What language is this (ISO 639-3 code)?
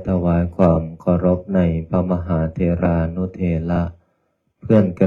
pli